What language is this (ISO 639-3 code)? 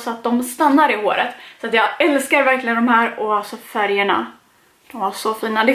swe